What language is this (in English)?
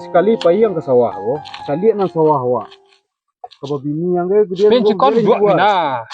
Minangkabau